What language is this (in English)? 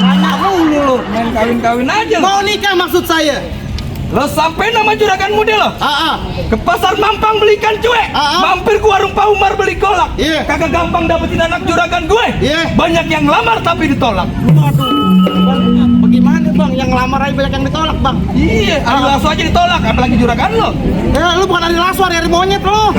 Betawi